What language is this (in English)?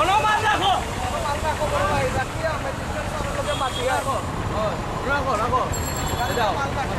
Sylheti